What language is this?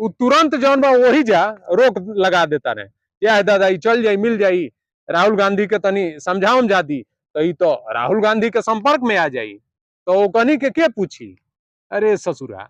Bhojpuri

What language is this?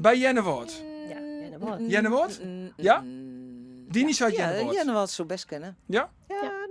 Western Frisian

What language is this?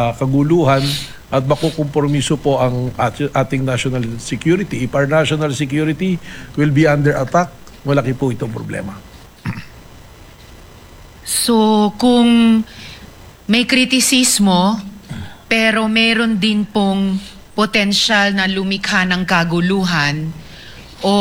Filipino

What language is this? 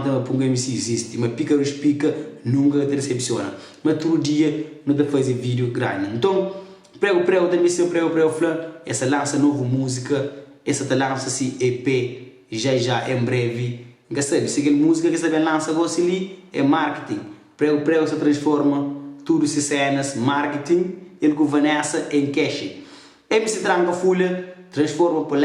Kabuverdianu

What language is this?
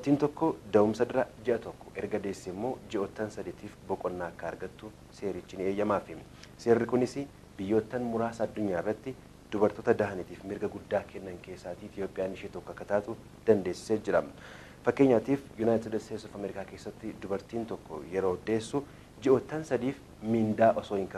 Oromo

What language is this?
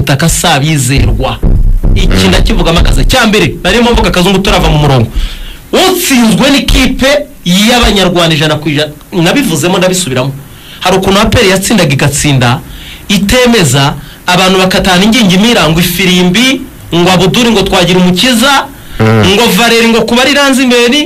Kinyarwanda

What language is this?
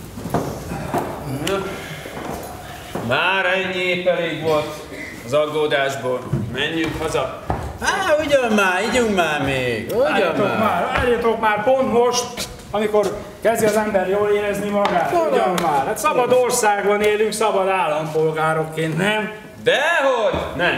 Hungarian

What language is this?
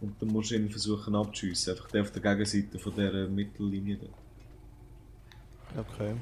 Swiss German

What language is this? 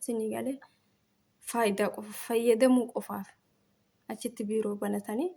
Oromo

